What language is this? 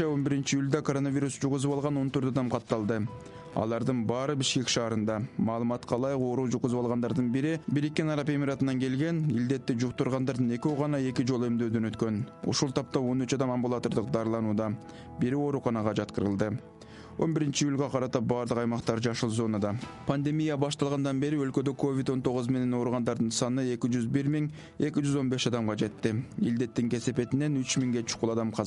Kyrgyz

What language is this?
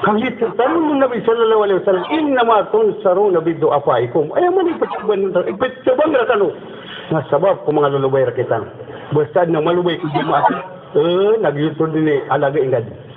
Maranao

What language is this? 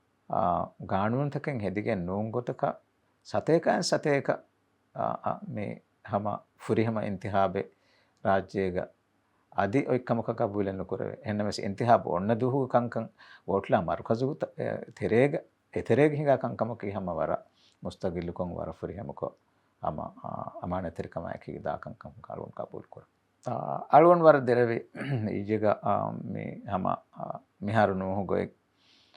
Divehi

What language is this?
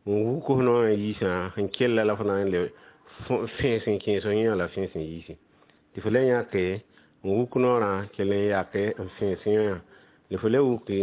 Mossi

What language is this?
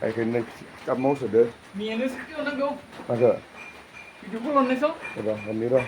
Bodo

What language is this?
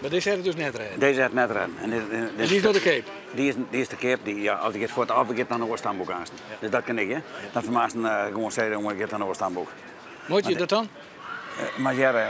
Western Frisian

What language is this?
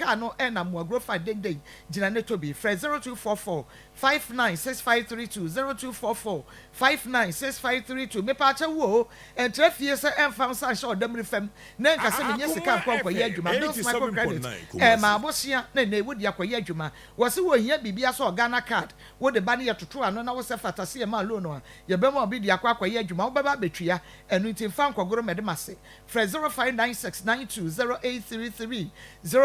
Akan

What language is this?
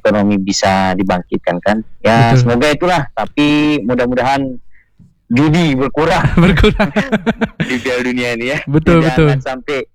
Indonesian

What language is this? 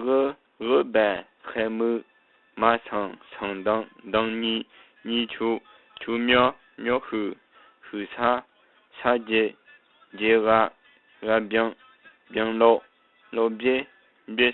Akha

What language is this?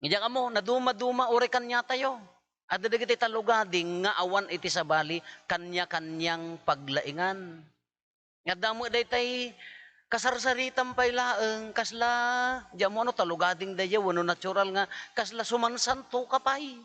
Iloko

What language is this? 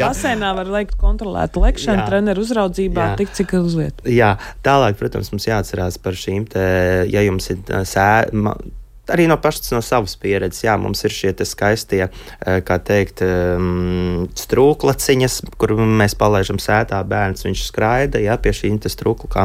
Latvian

